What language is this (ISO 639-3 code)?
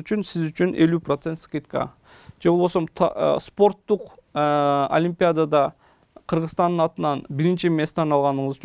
kir